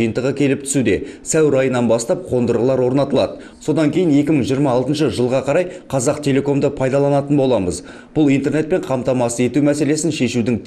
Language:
Kazakh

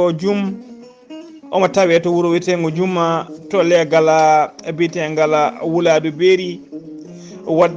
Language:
Fula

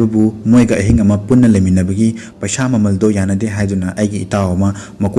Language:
Manipuri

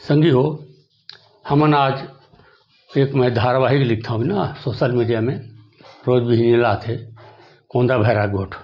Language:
Chhattisgarhi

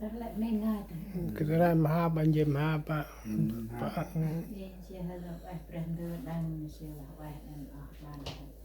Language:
Central Mnong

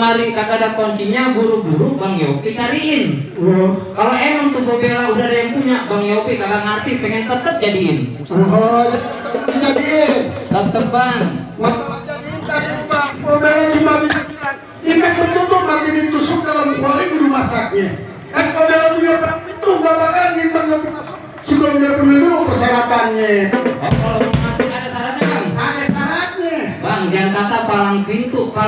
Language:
Betawi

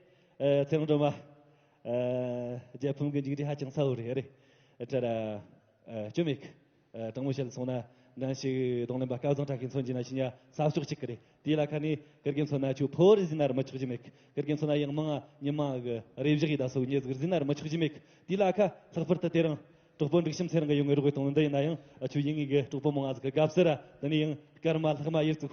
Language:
Tibetan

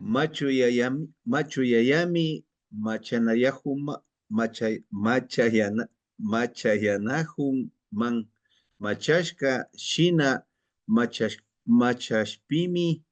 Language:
Imbabura Highland Quichua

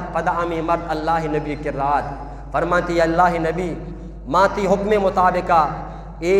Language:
Eastern Balochi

